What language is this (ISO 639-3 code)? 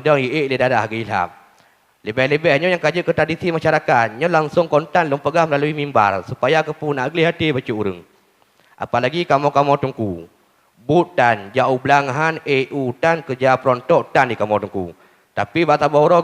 ace